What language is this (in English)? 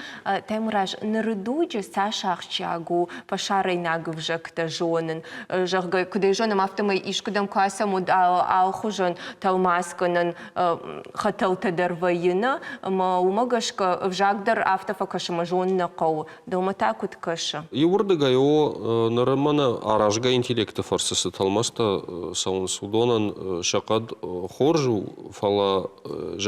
Ossetic